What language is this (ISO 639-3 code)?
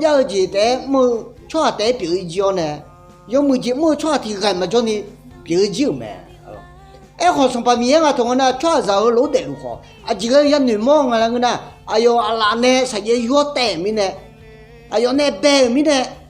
ahk